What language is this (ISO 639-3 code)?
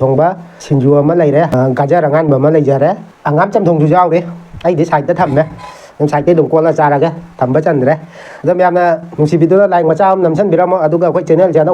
mni